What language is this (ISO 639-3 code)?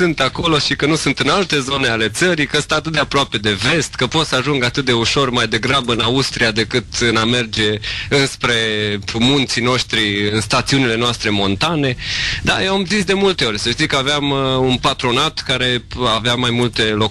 ron